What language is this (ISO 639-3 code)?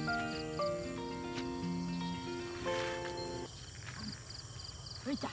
lao